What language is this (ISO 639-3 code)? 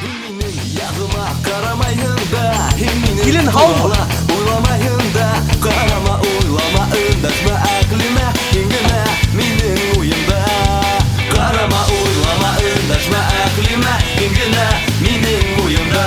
bak